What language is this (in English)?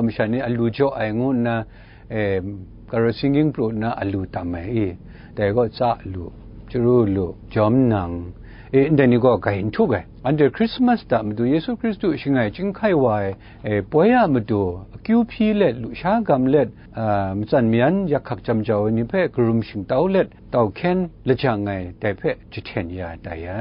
Kachin